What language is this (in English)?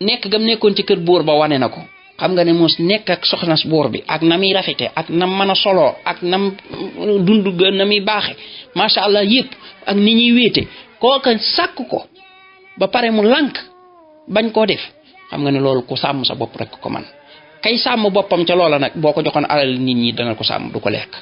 Wolof